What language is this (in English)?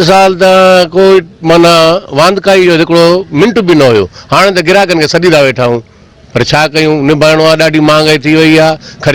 Sindhi